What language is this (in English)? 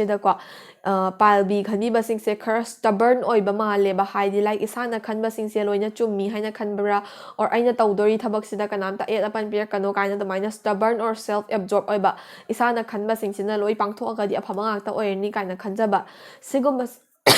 Manipuri